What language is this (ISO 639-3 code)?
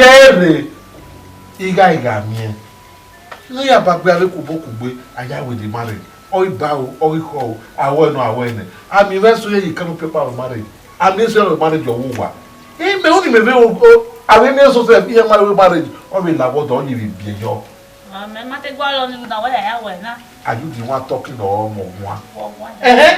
bin